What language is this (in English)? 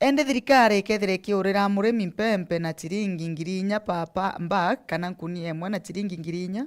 Meru